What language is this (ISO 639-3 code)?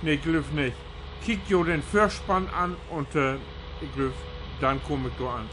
nds